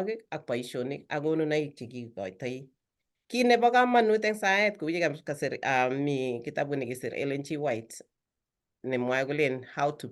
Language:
Kalenjin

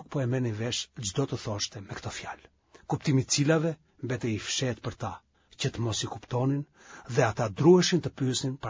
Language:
Albanian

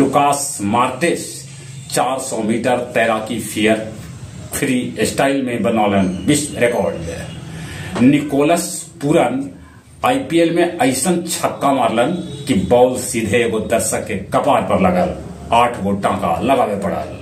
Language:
Magahi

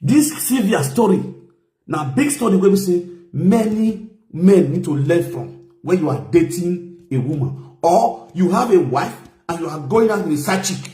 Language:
Nigerian Pidgin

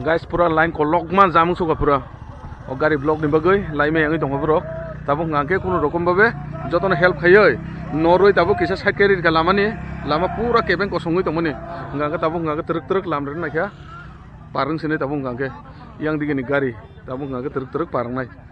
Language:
Kok Borok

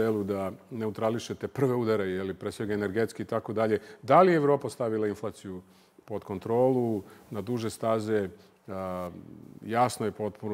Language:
Serbian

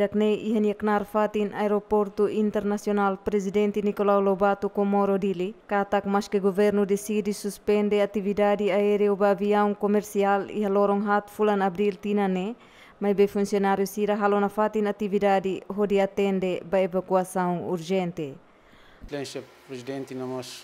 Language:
Tetum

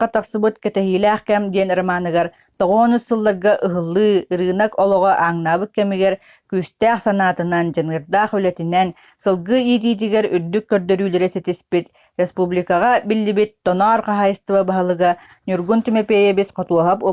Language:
Yakut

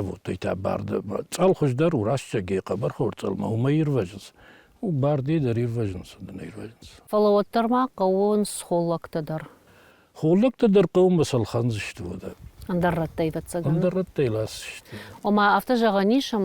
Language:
Ossetic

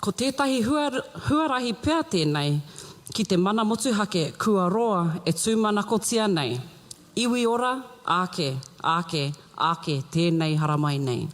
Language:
Māori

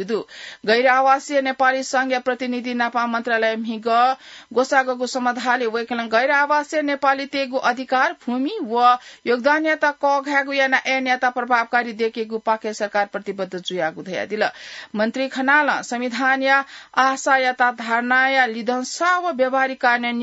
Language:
Newari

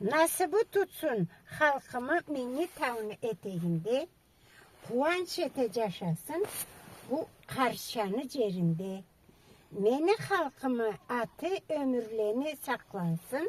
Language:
Karachay-Balkar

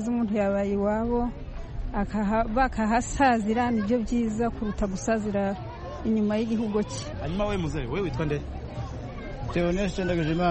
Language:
Kinyarwanda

